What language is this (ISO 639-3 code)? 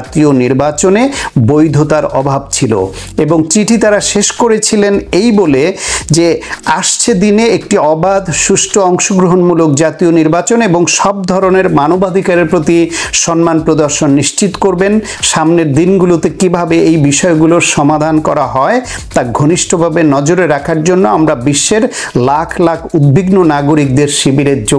ben